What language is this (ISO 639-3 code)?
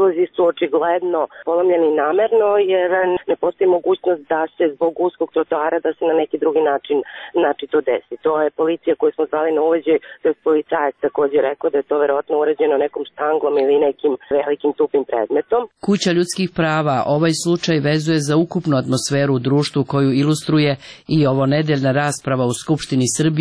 srp